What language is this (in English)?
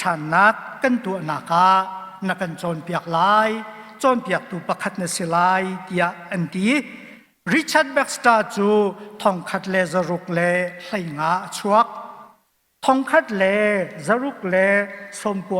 Hakha Chin